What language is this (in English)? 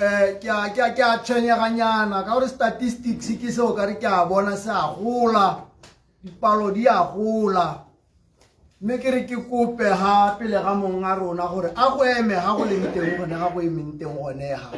Tswana